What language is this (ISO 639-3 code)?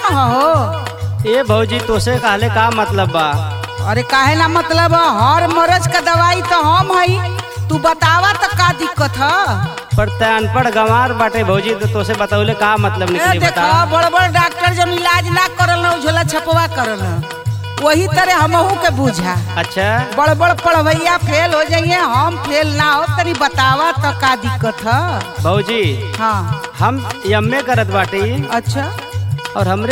bho